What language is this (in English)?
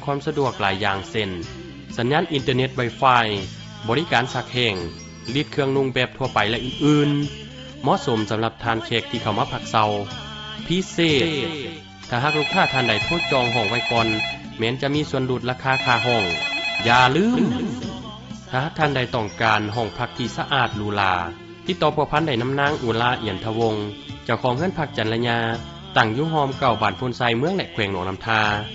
Lao